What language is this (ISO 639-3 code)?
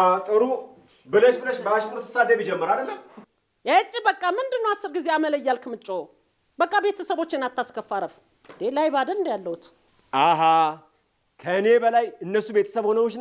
amh